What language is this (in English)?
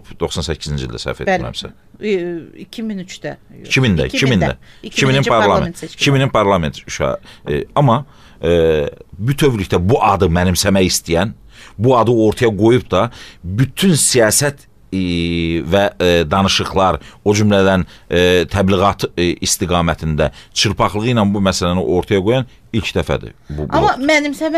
Azerbaijani